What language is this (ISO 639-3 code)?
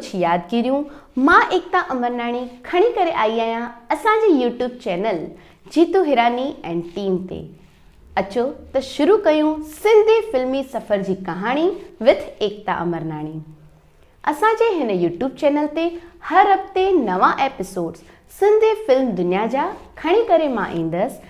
snd